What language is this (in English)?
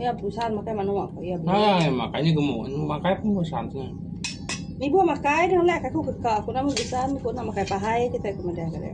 Iban